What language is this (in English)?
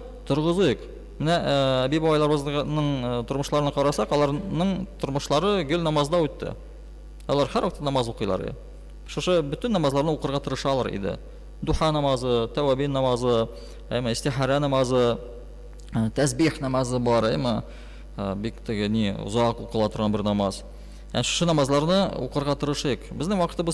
Tatar